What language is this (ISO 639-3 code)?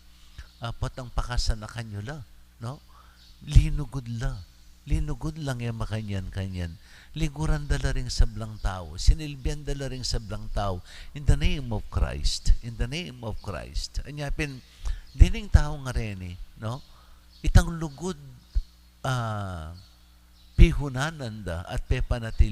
pam